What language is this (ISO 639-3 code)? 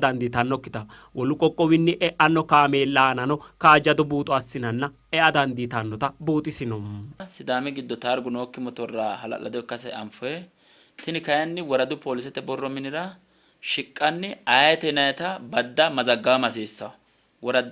sid